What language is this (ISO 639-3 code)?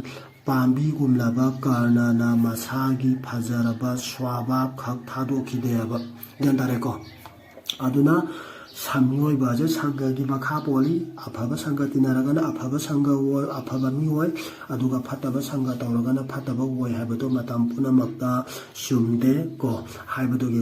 mni